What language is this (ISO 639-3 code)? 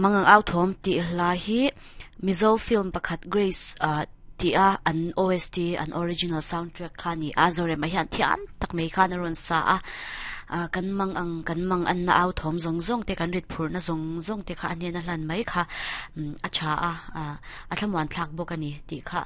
lus